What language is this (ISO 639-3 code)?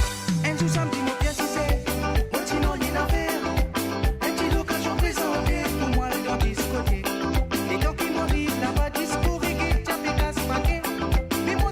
mfe